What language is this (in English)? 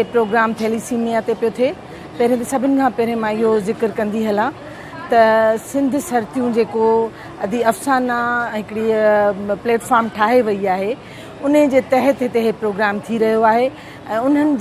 Sindhi